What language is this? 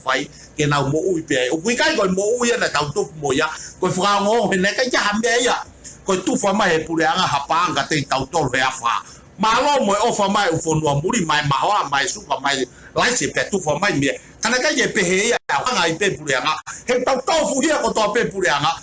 Tongan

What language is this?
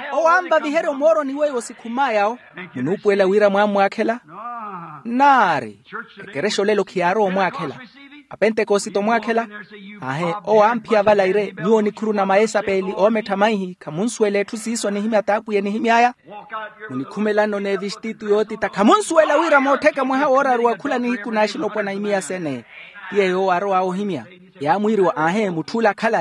Makhuwa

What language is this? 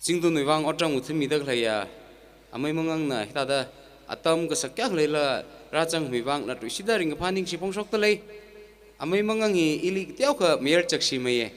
Tangkhul Naga (India)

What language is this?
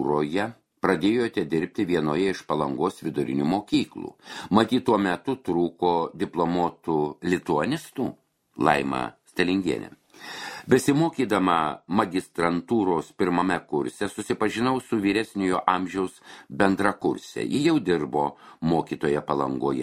Lithuanian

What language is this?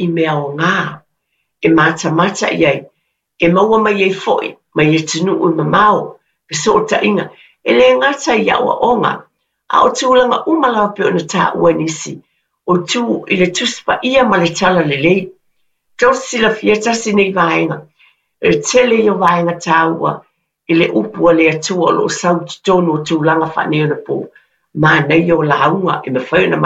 Samoan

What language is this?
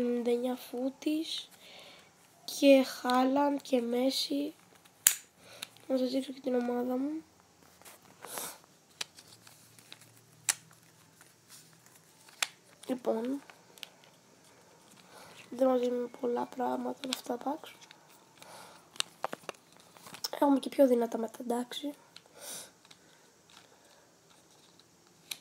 Greek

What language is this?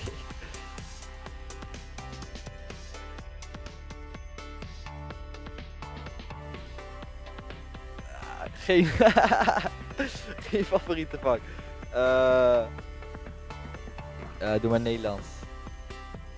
Dutch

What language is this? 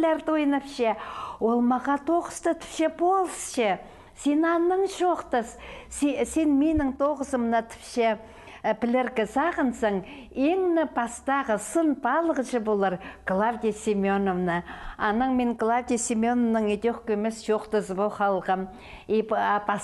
Khakas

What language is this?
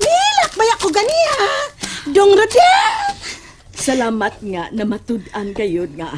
Cebuano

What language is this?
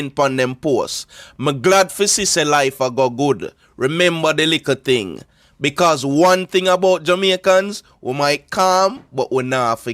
Jamaican Creole English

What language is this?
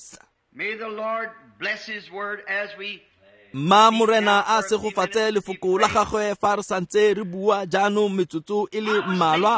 Tswana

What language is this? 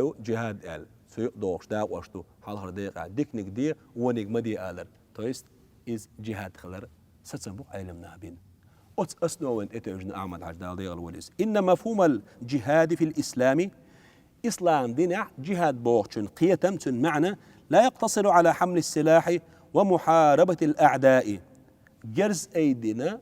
Chechen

